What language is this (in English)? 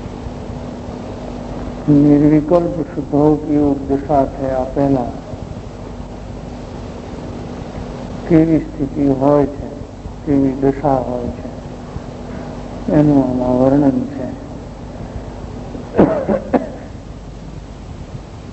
Gujarati